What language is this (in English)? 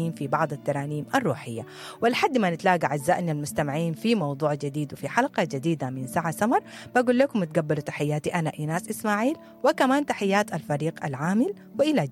Sudanese Arabic